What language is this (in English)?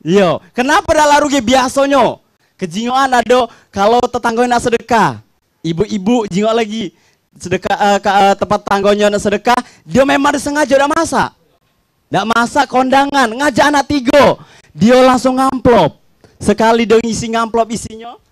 Musi